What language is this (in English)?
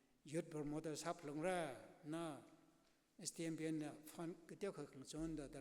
Tangkhul Naga (India)